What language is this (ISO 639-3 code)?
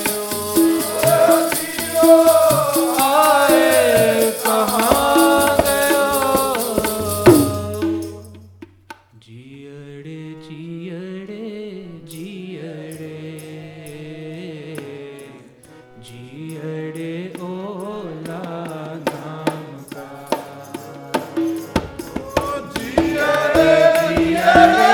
pan